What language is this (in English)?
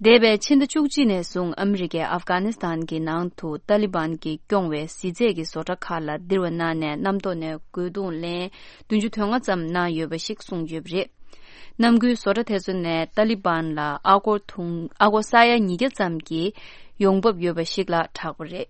Tibetan